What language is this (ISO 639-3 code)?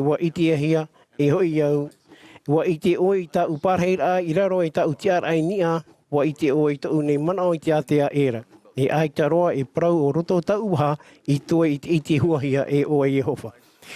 tah